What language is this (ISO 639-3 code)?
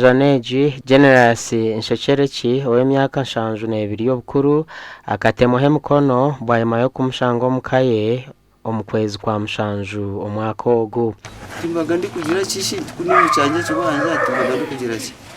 nyn